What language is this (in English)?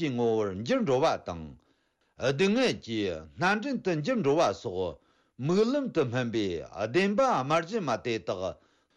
Tibetan